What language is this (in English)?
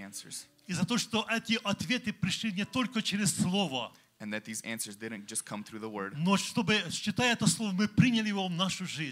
Russian